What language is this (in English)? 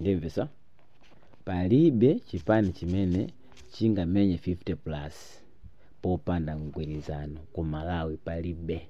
Nyanja